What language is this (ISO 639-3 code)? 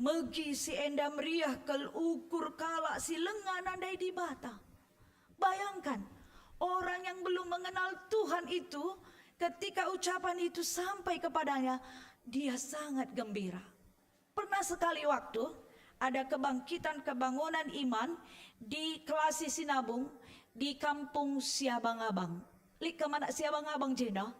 btx